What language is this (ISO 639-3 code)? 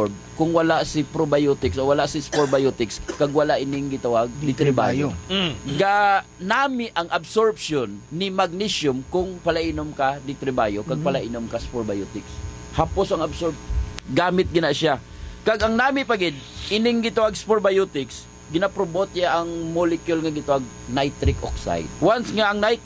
hil